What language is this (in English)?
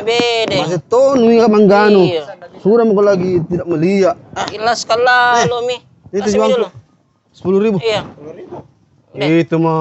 Makassar Malay